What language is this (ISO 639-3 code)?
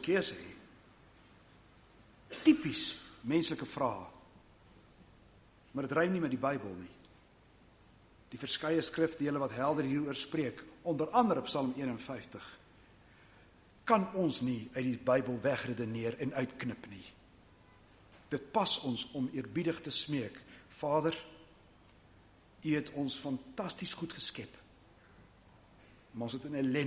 afr